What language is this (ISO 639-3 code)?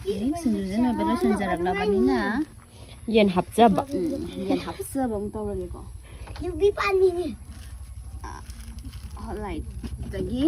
mni